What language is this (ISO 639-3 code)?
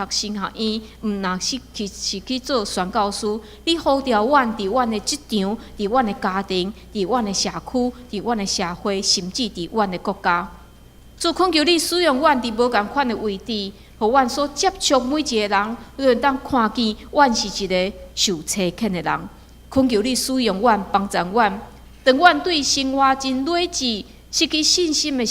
nan